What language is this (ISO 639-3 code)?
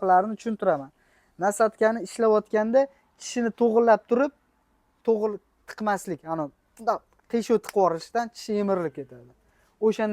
uzb